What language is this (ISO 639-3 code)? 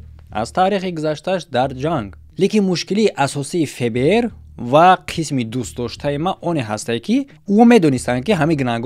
tgk